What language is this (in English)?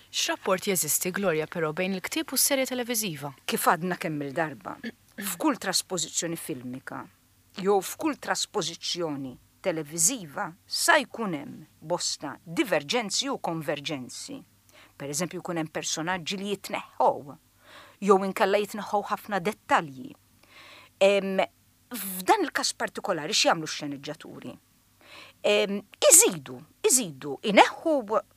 Maltese